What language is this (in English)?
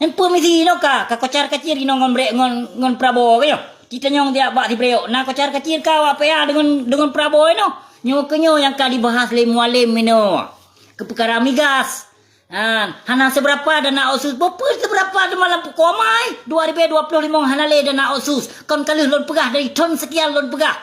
Achinese